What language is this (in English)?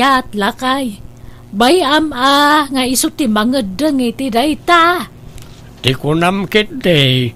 Iloko